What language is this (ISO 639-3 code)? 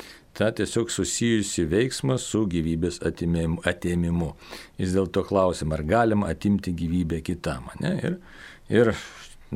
lit